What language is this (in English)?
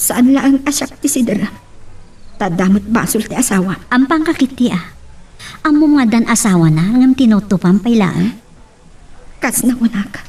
Iloko